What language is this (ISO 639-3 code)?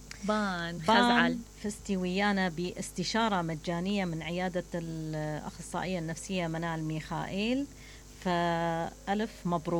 acm